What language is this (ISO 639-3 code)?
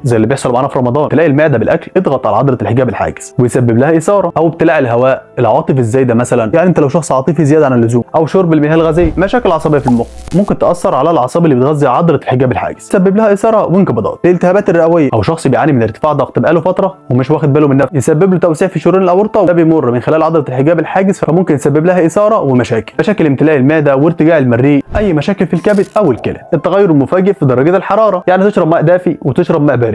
arz